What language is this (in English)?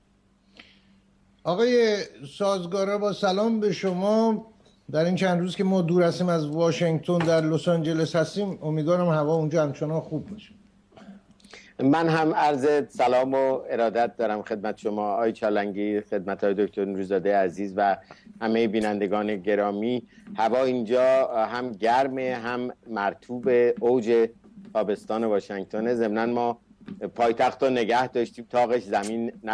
Persian